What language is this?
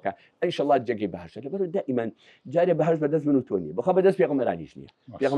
Central Kurdish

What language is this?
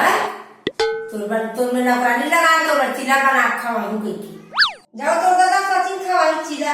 Chhattisgarhi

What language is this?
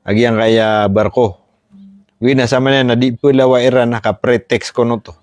Maranao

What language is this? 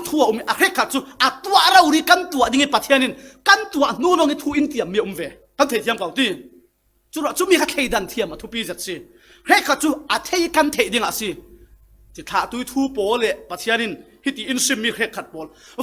Falam Chin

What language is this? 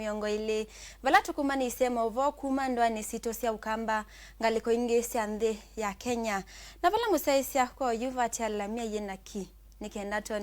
Kamba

